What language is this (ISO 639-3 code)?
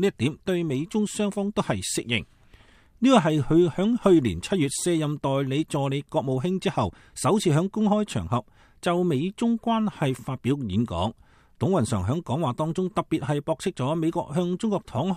yue